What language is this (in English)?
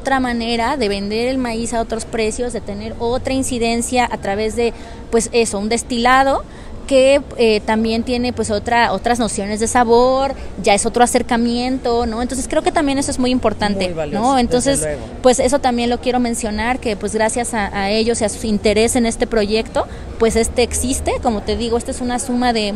Spanish